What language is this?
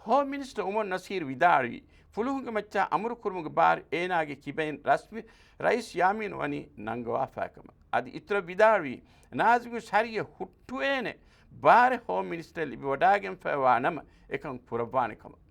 Divehi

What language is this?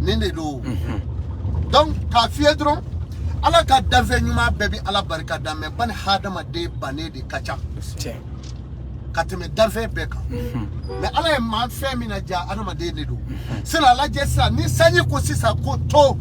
Bambara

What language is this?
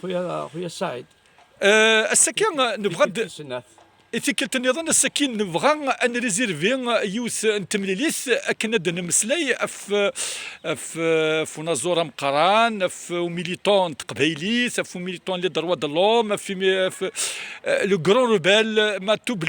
Kabyle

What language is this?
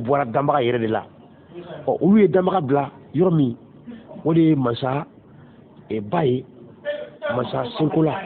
Bambara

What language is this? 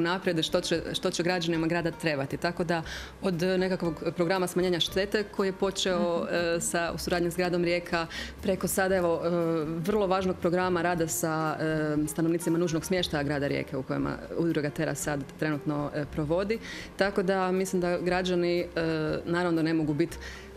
Croatian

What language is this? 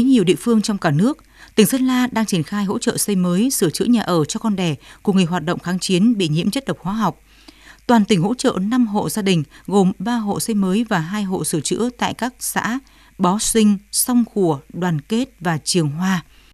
Vietnamese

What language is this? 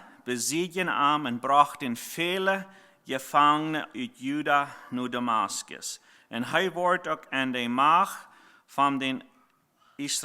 Plautdietsch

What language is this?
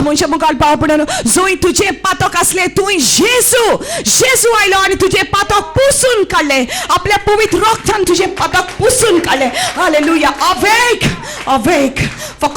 Konkani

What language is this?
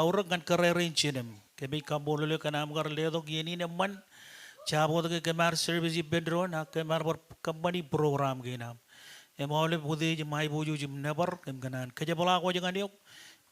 Marshallese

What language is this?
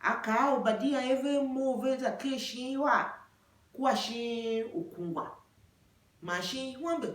Tiv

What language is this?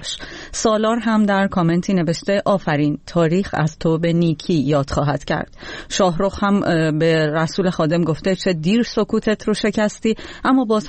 Persian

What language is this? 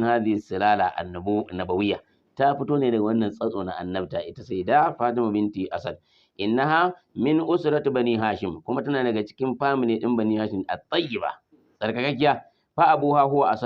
Hausa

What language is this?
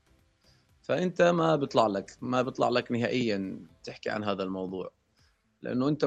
North Levantine Arabic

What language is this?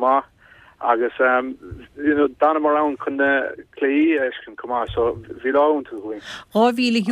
Irish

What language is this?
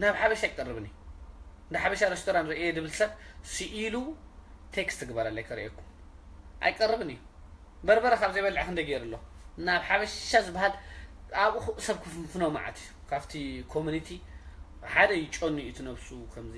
Tigrinya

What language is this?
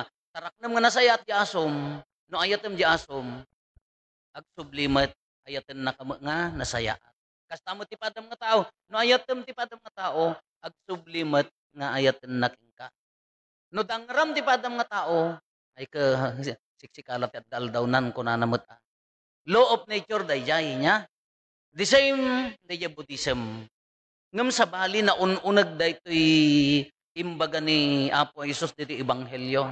Iloko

